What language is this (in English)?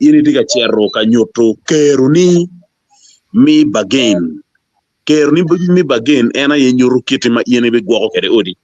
Acoli